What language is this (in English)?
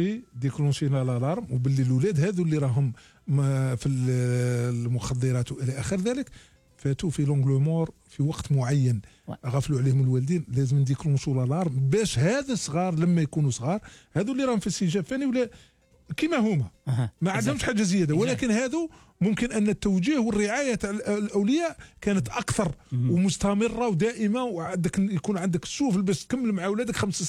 Algerian Arabic